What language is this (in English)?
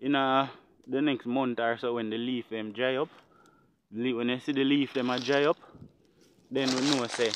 Jamaican Creole English